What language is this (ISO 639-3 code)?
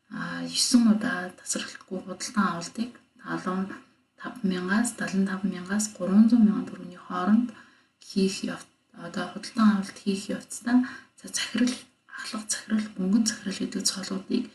mon